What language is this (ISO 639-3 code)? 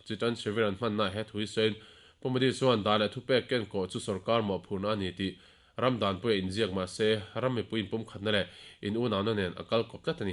lus